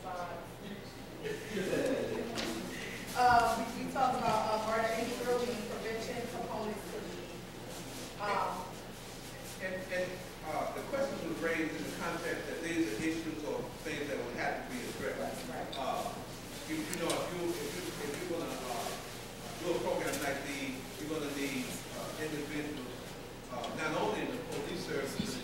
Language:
English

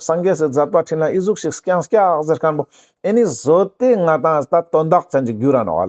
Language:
Ladakhi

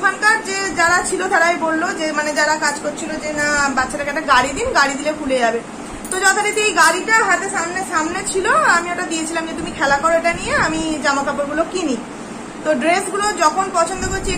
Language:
Bangla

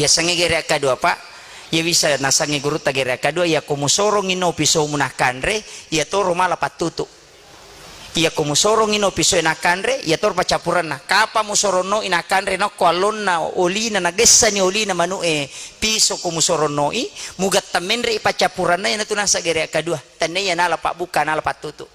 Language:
Buginese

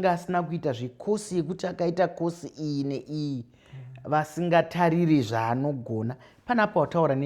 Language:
Shona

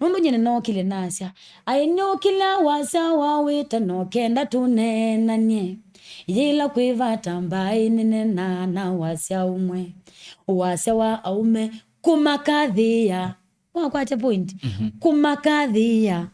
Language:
Kamba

